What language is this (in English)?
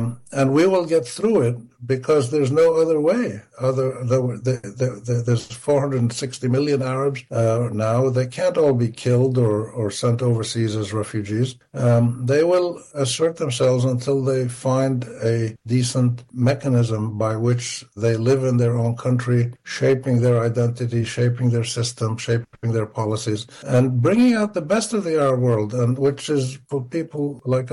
English